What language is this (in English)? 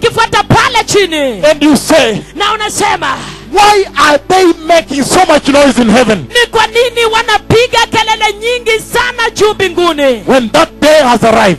Swahili